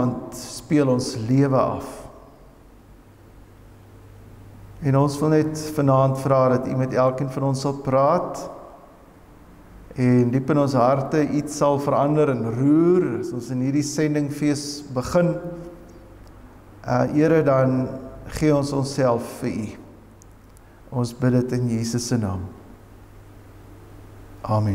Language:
Afrikaans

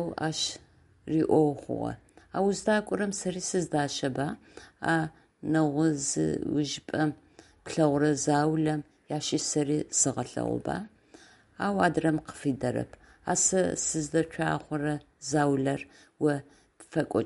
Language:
Adyghe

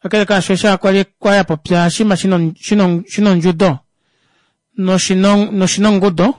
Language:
Kuanyama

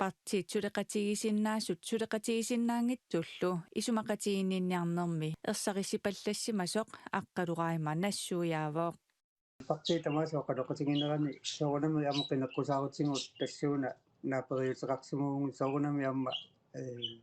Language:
Kalaallisut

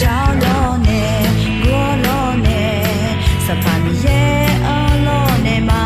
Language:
Akha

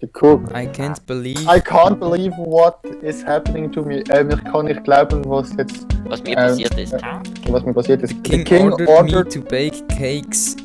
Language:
Swiss German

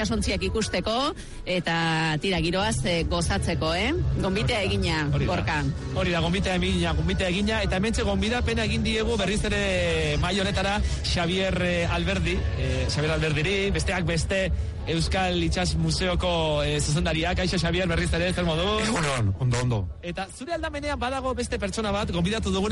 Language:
Basque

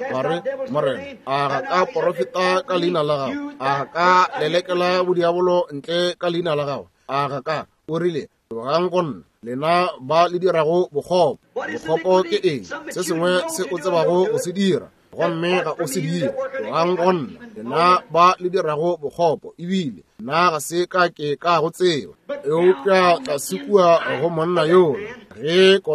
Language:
Northern Sotho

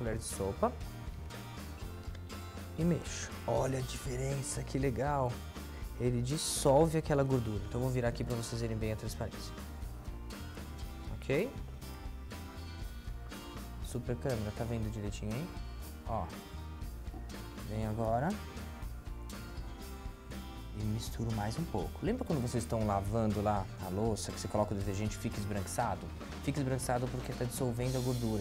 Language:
Portuguese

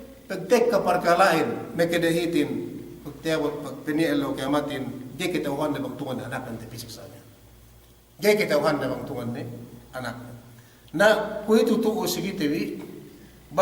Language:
Yakan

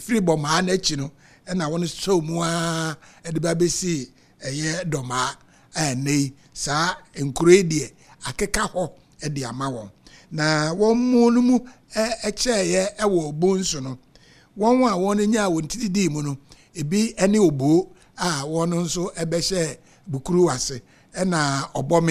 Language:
Akan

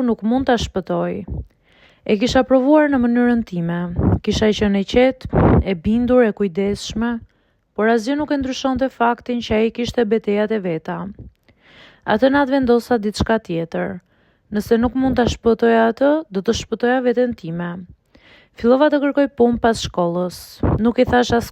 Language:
Albanian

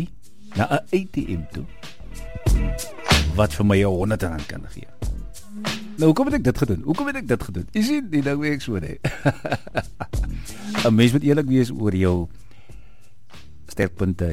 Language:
Afrikaans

